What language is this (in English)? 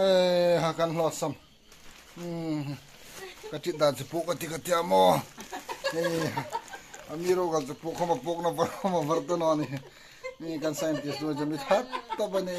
Hmar